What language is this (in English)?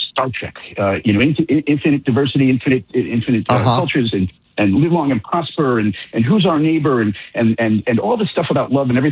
English